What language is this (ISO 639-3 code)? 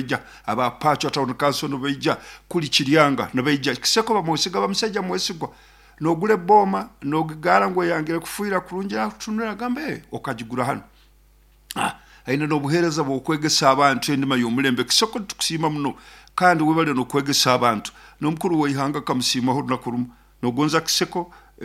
nyo